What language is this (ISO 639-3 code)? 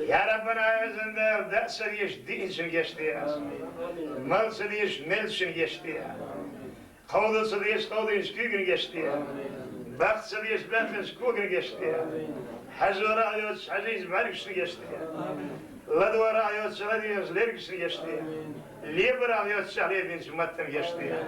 che